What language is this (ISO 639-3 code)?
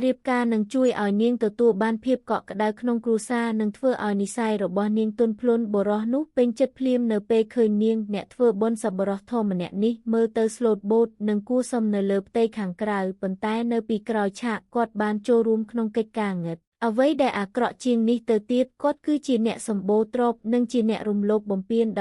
khm